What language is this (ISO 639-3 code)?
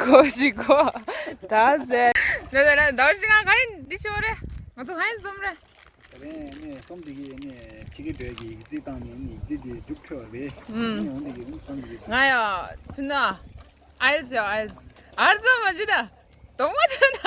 bod